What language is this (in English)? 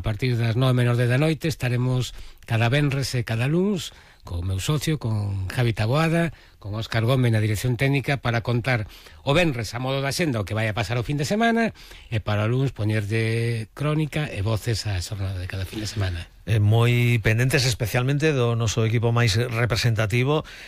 Galician